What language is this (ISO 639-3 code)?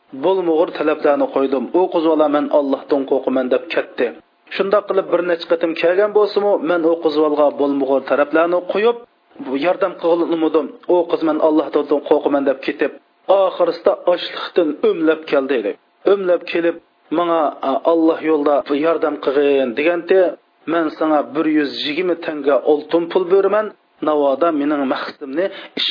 uig